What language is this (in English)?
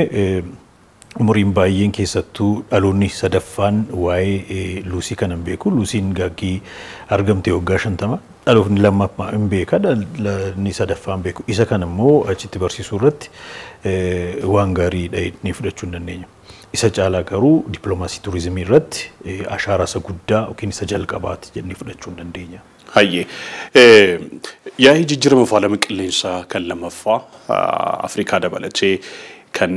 Oromo